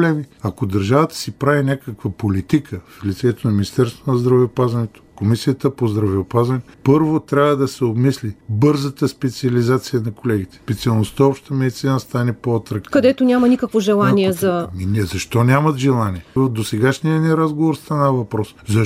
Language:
Bulgarian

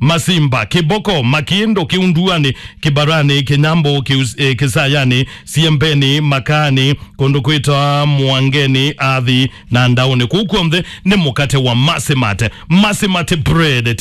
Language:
Kamba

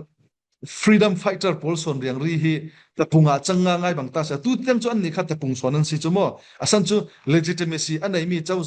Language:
Falam Chin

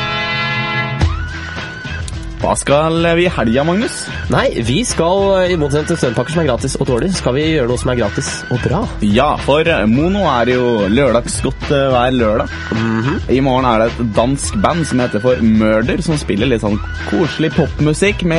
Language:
Norwegian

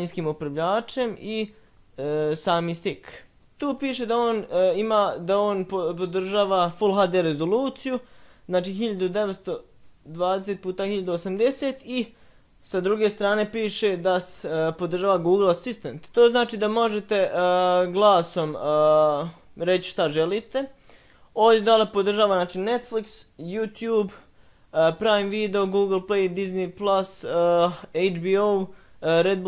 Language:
Bosnian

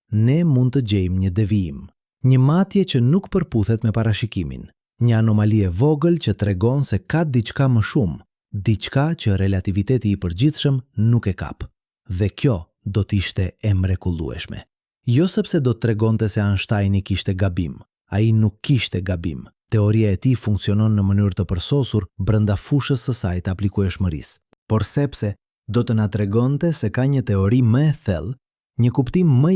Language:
Albanian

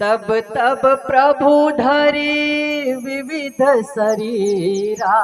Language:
Chhattisgarhi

